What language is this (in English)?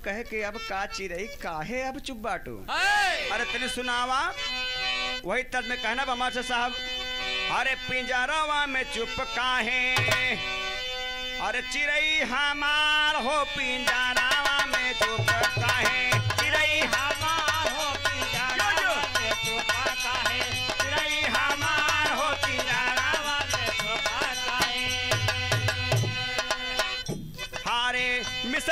Bhojpuri